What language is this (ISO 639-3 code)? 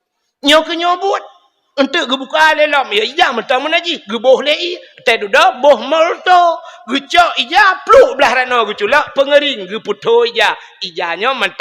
ace